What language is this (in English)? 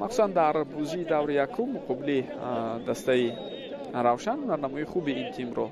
Tajik